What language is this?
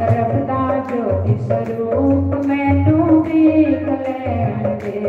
Dogri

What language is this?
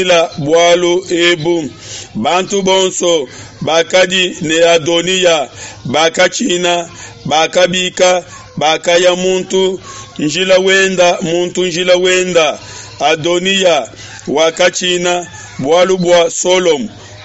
Luba-Lulua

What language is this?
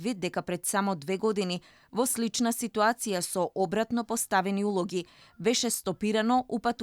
Macedonian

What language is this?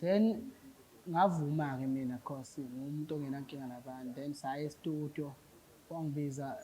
Zulu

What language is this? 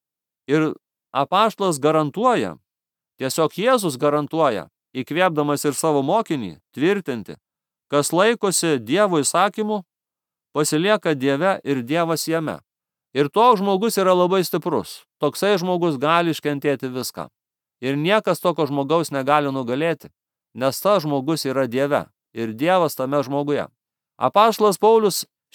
Lithuanian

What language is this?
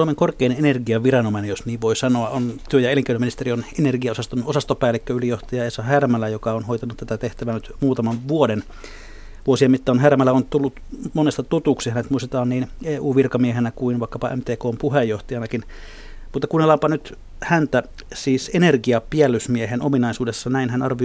Finnish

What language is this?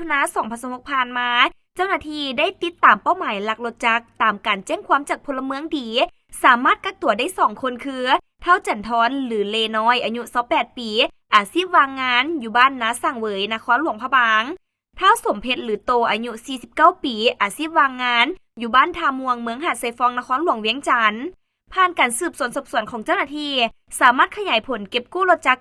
Lao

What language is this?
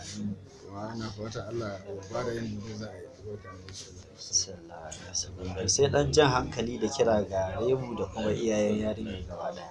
Hausa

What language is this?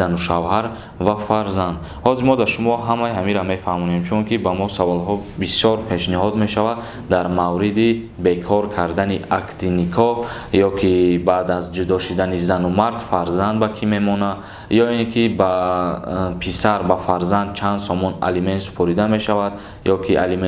Tajik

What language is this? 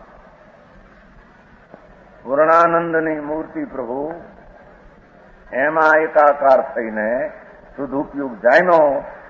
Gujarati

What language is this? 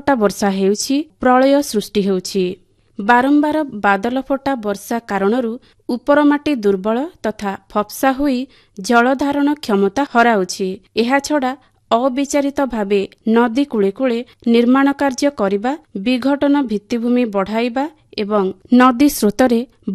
Odia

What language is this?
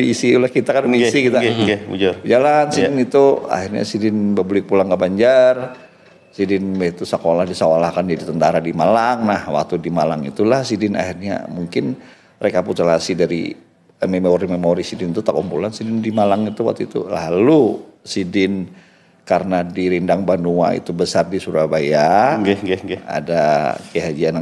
Banjar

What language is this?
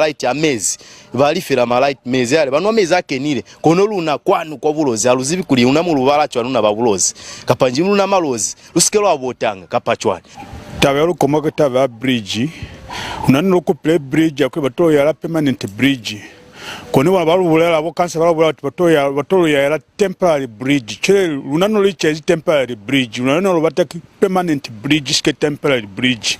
Lozi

